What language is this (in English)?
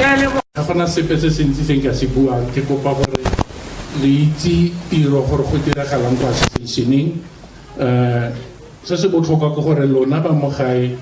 Tswana